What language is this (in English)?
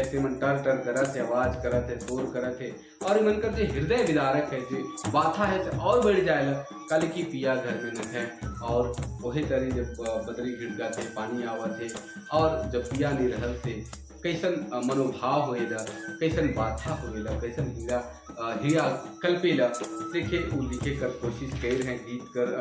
Sadri